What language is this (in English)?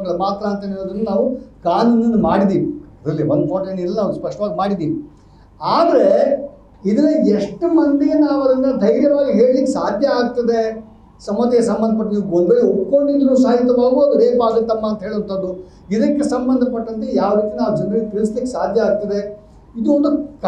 Kannada